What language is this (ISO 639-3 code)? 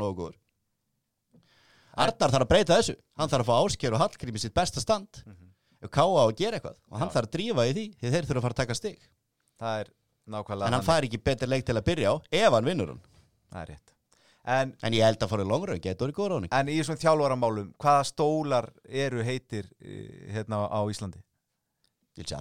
isl